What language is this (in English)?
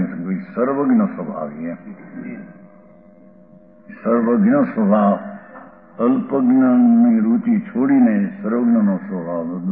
Gujarati